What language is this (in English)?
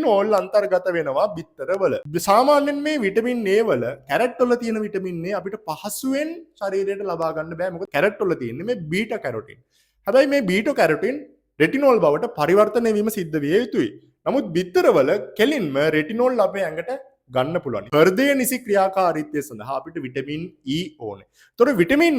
Sinhala